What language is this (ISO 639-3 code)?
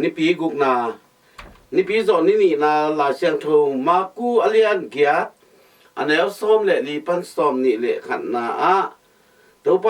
ctd